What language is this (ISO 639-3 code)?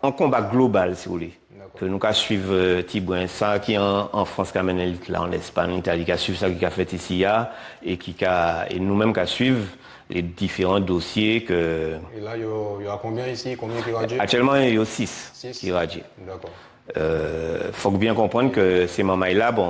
gcf